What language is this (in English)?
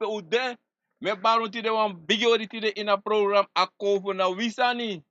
Sranan Tongo